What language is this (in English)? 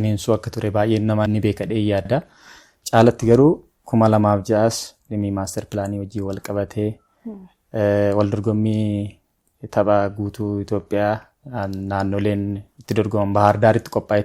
Oromo